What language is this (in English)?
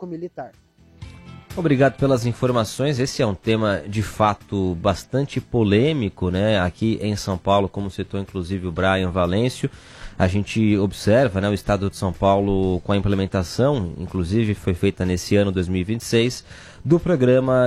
Portuguese